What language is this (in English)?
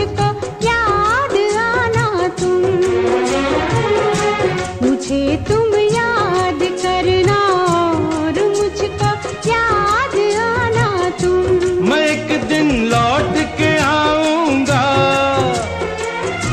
Hindi